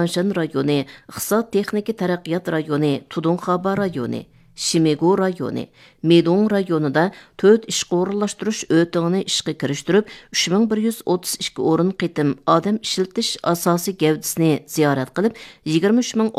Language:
Uyghur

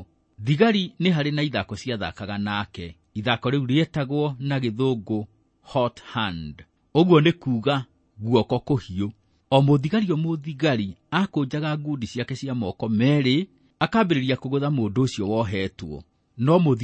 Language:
Kikuyu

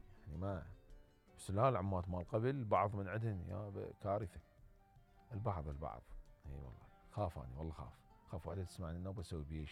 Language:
Mesopotamian Arabic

